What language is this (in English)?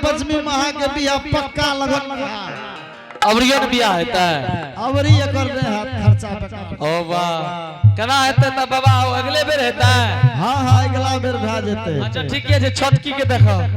Angika